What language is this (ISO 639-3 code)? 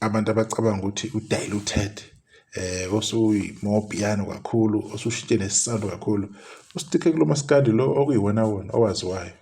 zul